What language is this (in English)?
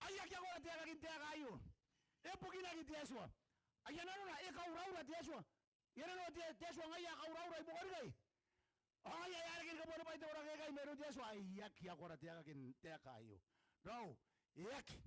Gilbertese